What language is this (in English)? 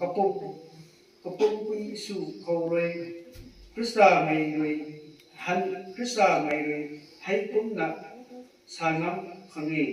Rongmei Naga